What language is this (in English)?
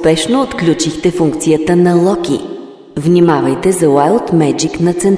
Bulgarian